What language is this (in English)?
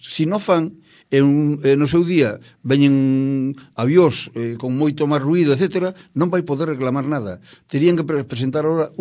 Galician